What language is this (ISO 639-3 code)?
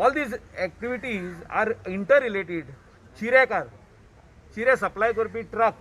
kok